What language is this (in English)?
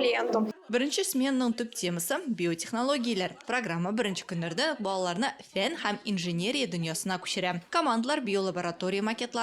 Tatar